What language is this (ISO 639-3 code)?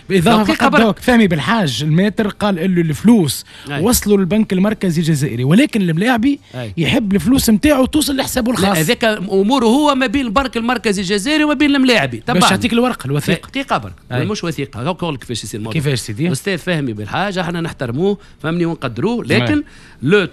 aeb